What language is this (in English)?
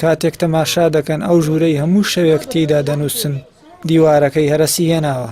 Central Kurdish